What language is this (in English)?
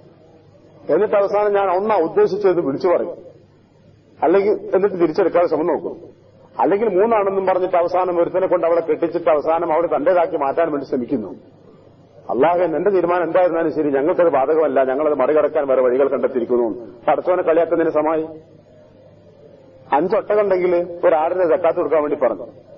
Malayalam